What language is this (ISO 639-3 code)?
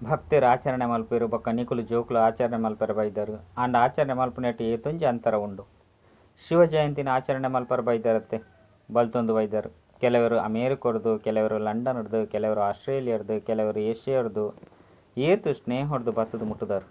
tcy